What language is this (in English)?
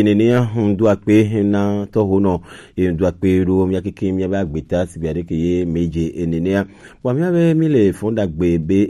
Gen